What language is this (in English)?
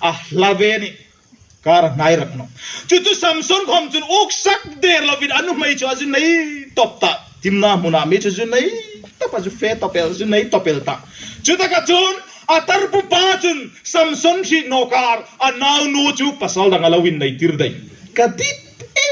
Hmar